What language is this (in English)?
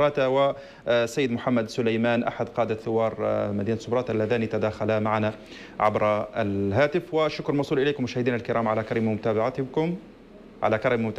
Arabic